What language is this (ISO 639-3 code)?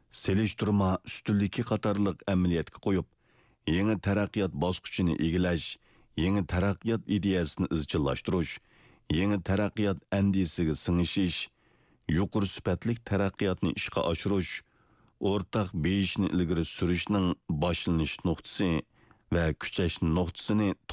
uig